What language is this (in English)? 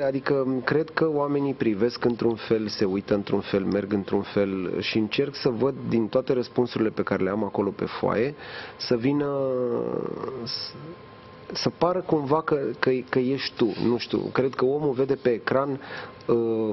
Romanian